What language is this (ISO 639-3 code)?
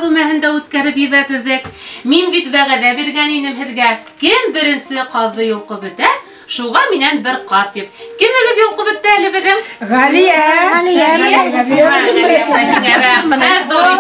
bak